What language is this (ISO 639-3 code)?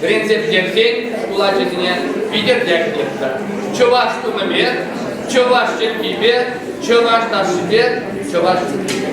chv